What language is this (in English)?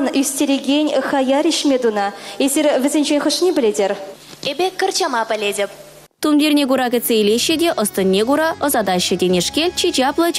Chuvash